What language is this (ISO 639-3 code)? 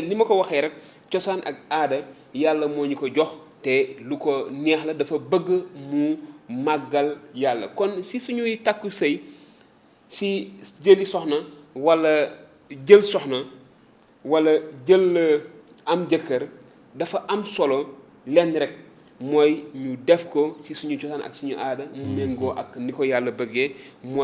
wol